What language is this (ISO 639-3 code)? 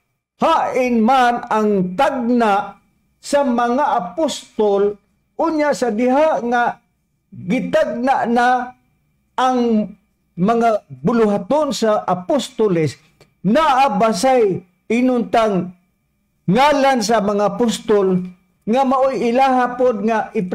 ceb